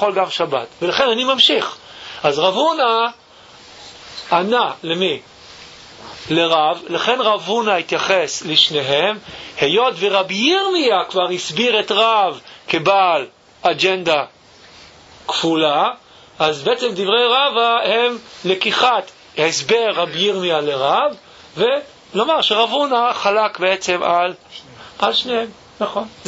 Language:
Hebrew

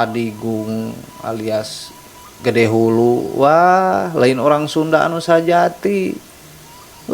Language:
Sundanese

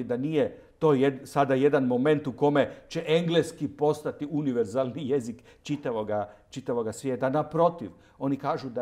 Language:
Croatian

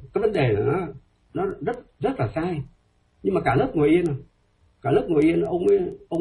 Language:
Vietnamese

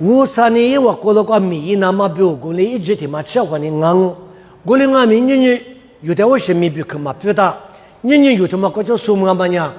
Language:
Lisu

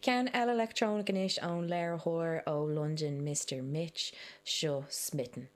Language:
Irish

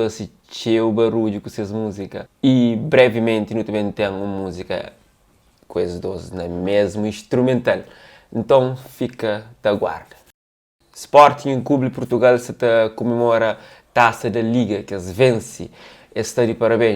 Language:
Kabuverdianu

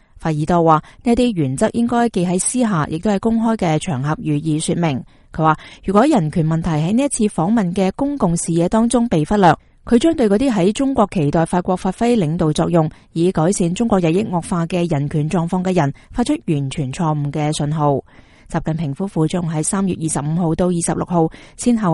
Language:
Cantonese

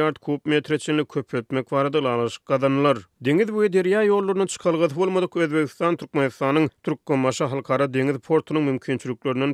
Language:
Turkmen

